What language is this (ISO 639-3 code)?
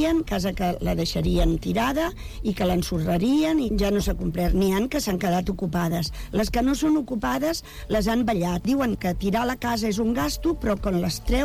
cat